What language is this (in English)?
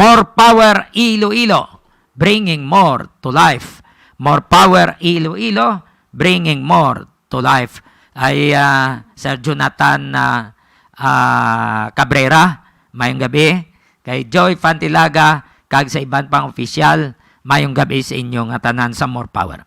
Hiligaynon